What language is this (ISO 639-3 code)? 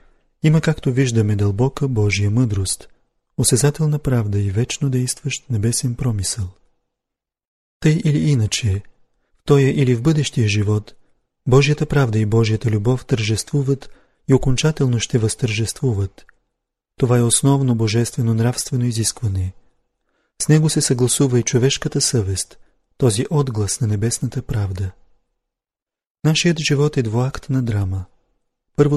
bul